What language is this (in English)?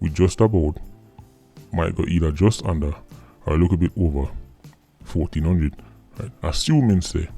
Jamaican Creole English